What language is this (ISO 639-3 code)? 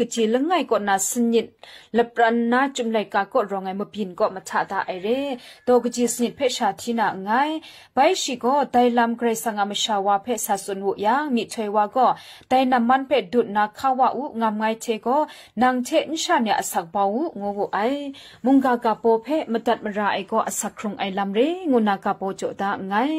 kac